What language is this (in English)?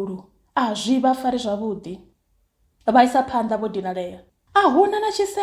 Venda